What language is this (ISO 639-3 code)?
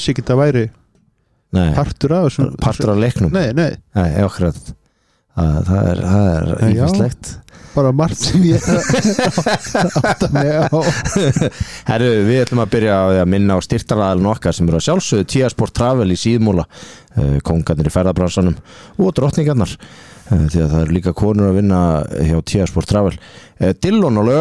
isl